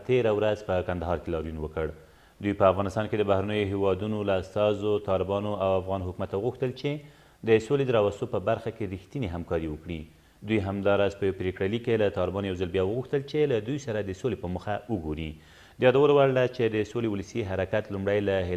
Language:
Pashto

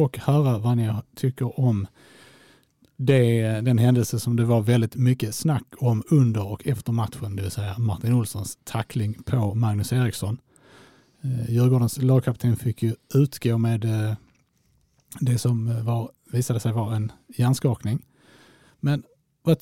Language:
Swedish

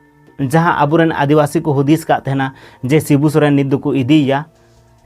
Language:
Santali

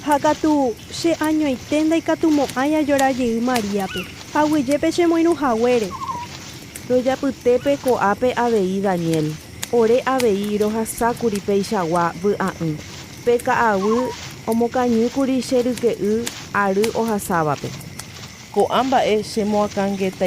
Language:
Guarani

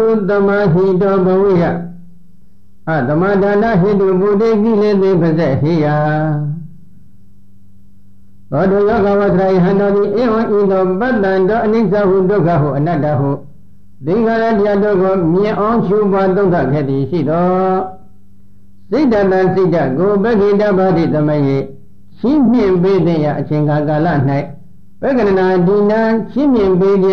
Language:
Burmese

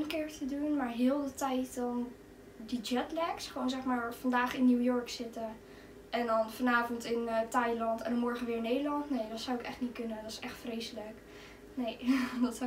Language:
Dutch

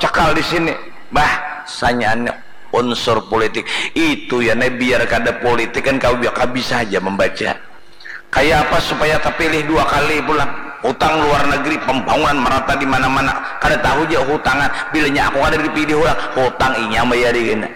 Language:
Banjar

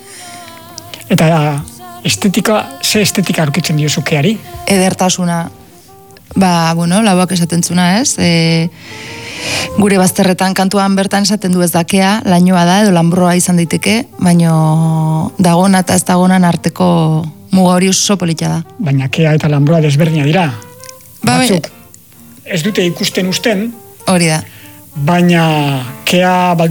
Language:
Basque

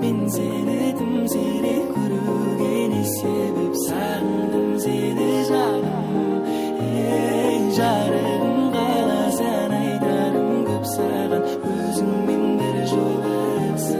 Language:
Kara-Kalpak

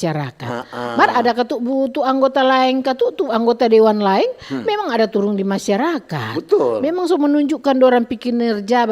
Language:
Manado Malay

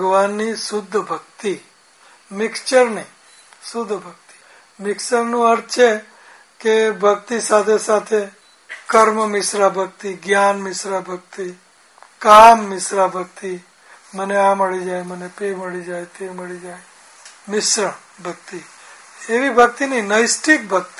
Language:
Gujarati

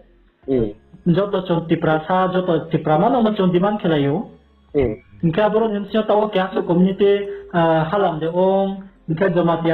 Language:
Riang (India)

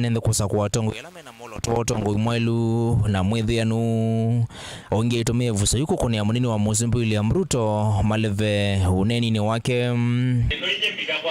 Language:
Kamba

